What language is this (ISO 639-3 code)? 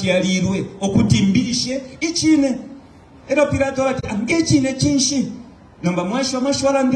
bem